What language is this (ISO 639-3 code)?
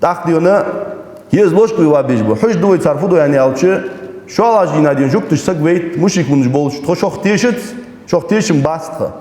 inh